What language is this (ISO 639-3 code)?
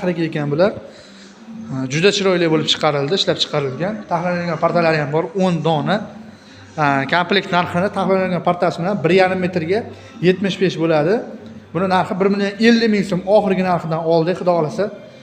uzb